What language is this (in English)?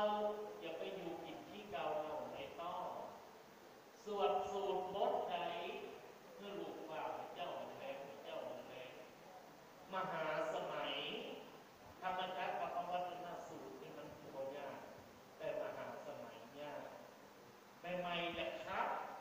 Thai